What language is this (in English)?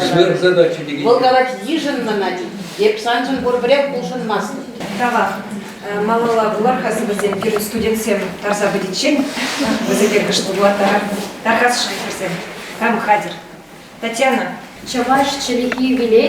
Chuvash